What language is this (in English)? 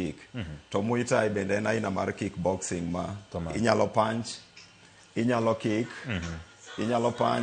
Luo (Kenya and Tanzania)